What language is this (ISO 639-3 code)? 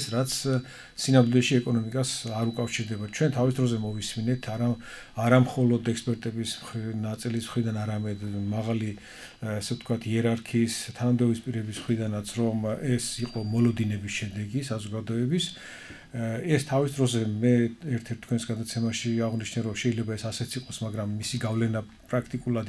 kat